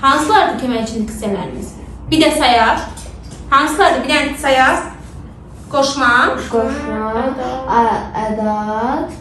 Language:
Azerbaijani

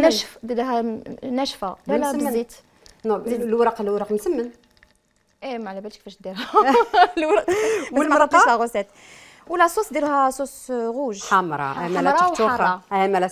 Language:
Algerian Arabic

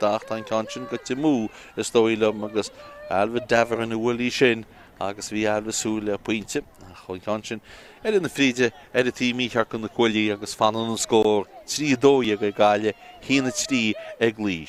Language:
Irish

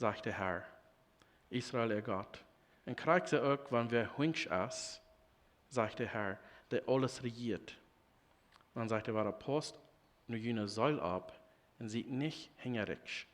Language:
Plautdietsch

